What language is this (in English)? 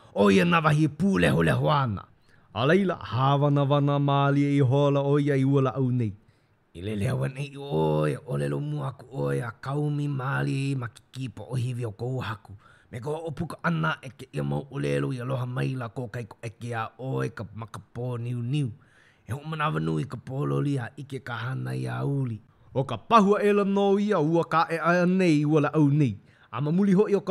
Hawaiian